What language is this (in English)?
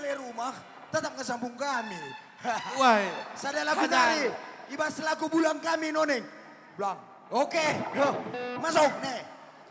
Batak Karo